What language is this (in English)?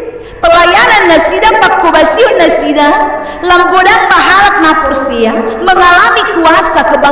Batak Toba